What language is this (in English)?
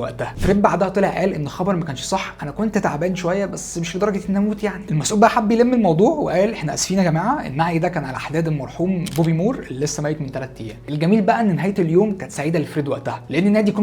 Egyptian Arabic